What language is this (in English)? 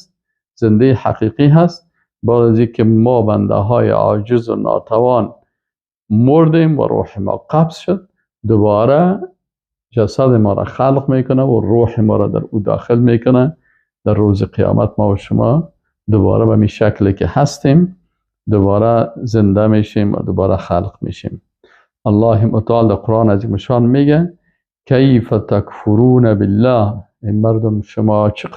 Persian